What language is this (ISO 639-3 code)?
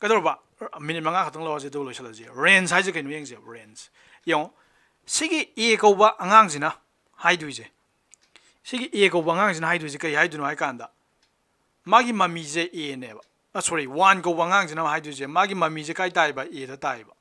mni